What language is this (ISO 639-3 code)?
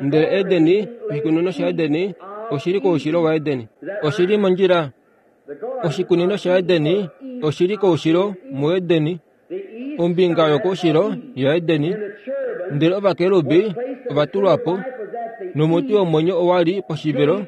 kua